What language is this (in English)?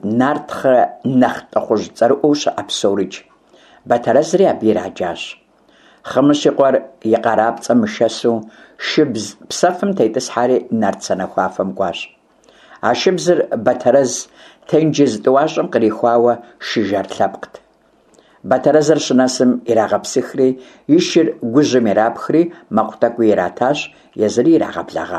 Kabardian